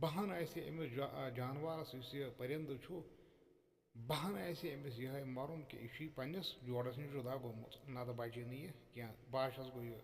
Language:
Kashmiri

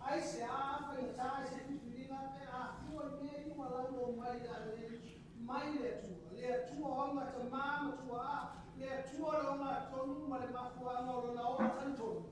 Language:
Samoan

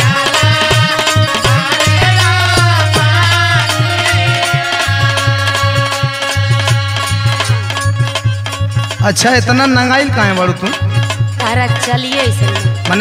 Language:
Bhojpuri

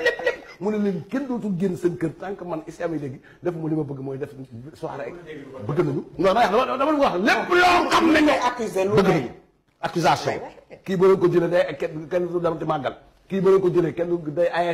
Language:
Wolof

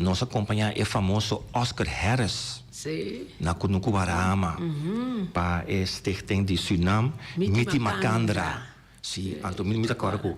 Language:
Papiamento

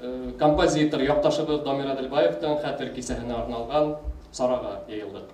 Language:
Bashkir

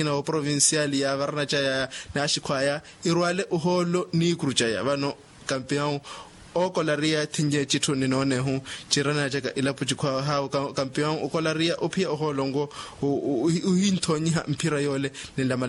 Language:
Makhuwa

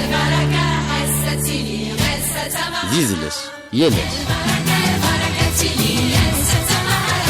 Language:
Kabyle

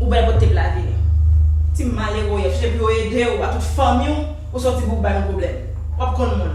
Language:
Haitian Creole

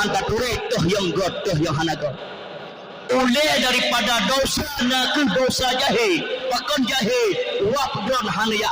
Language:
Achinese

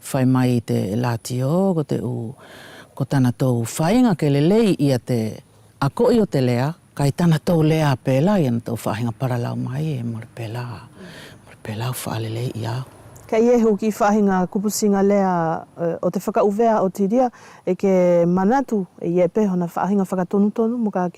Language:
Wallisian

